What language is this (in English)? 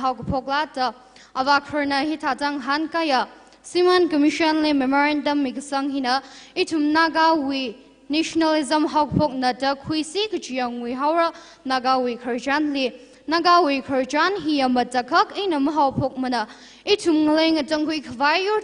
Tangkhul Naga (India)